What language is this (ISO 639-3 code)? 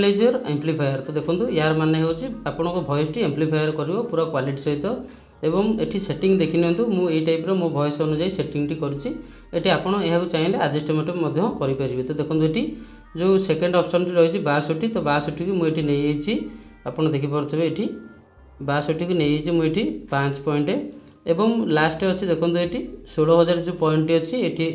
ori